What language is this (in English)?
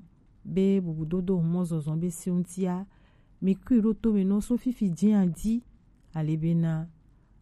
Gen